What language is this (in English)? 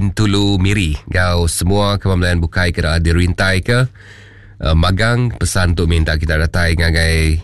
Iban